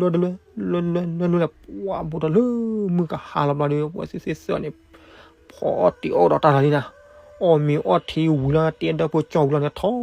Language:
S'gaw Karen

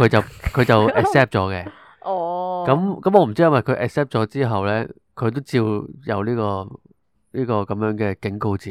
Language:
Cantonese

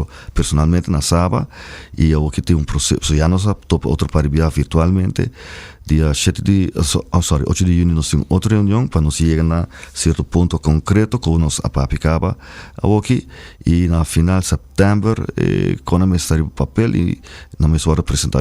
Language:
Papiamento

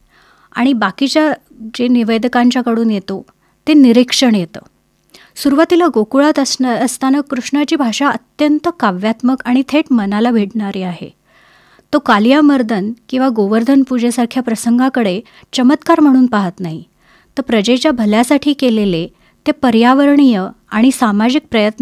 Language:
Marathi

